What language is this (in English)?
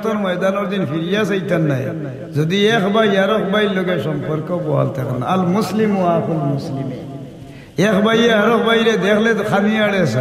Sylheti